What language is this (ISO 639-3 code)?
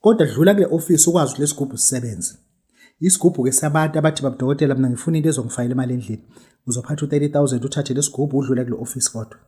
zul